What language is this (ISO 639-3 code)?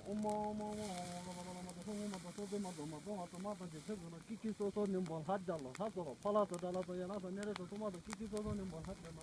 bod